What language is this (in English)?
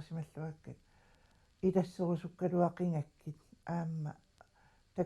Kalaallisut